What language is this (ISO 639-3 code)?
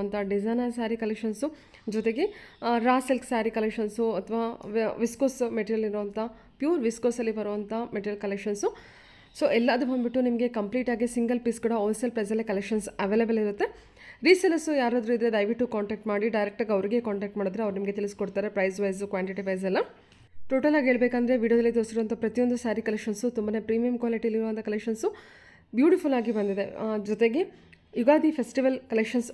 kan